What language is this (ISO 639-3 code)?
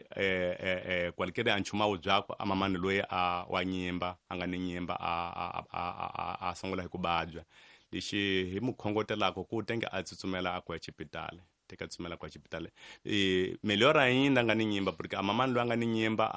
tso